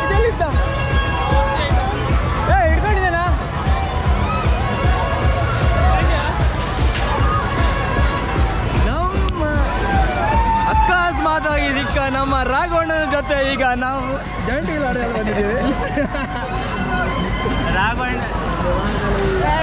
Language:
Kannada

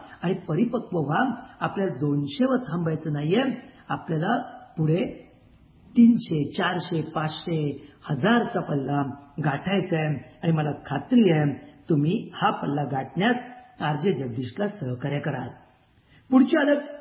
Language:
Marathi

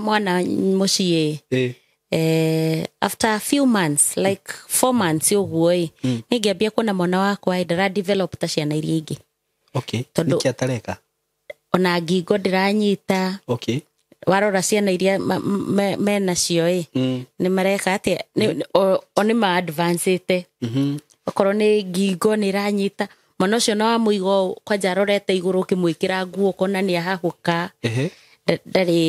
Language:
Kikuyu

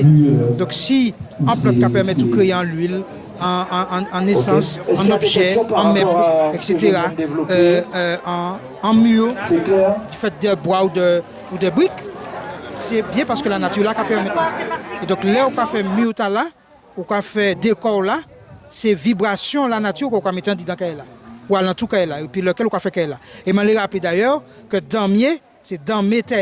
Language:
Guadeloupean Creole French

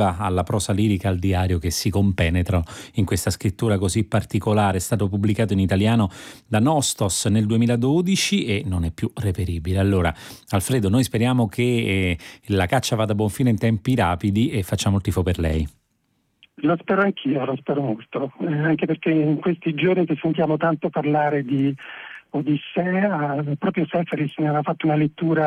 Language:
Italian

